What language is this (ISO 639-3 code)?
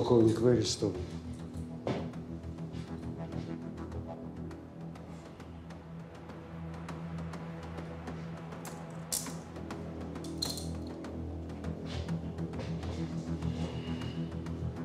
rus